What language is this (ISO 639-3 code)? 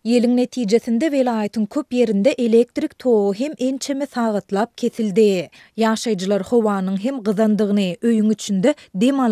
tuk